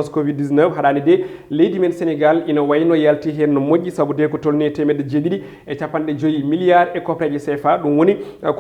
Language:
Fula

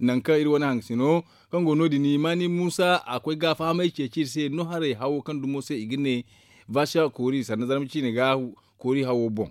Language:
Zarma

